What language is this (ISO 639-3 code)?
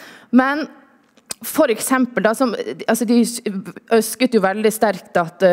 nor